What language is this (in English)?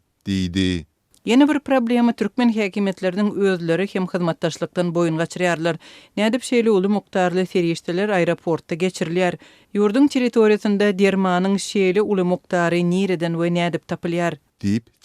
Turkmen